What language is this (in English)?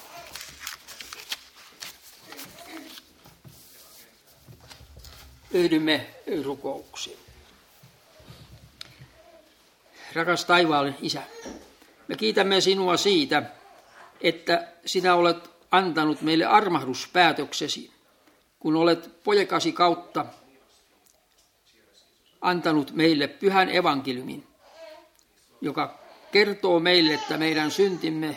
Finnish